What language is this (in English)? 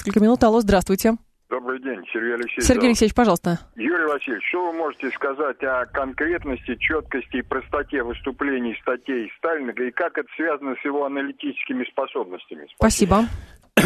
Russian